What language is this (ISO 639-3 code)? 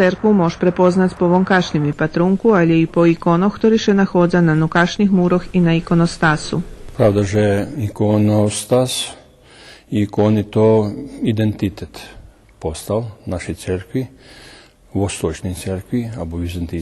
rue